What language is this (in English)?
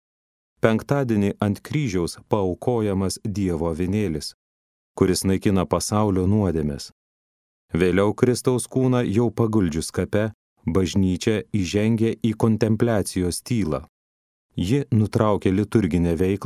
Lithuanian